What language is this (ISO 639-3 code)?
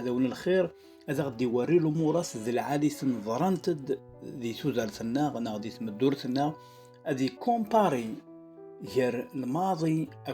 kab